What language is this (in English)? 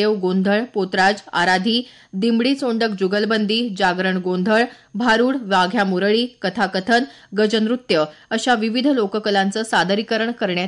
Marathi